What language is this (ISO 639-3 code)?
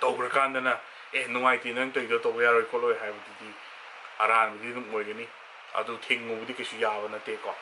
mni